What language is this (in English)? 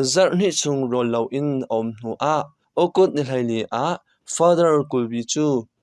Hakha Chin